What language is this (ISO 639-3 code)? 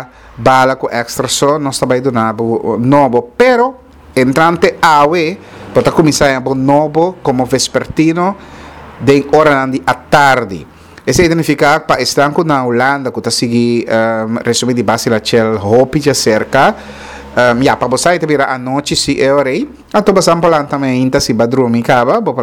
pap